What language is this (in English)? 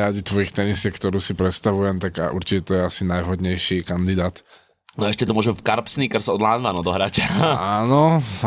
Slovak